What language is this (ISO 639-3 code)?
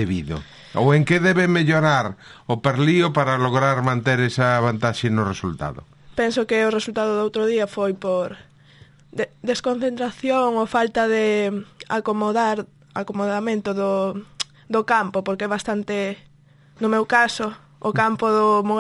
glg